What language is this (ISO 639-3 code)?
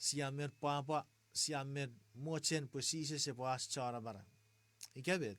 chk